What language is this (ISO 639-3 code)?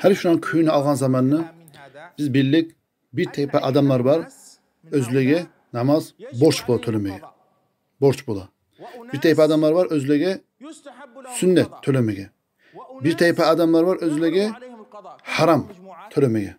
kum